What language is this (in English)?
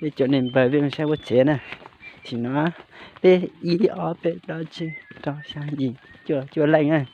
Hmong